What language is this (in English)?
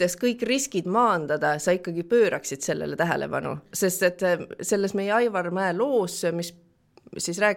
Estonian